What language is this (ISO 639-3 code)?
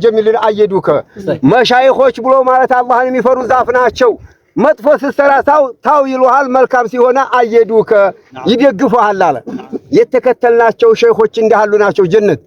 amh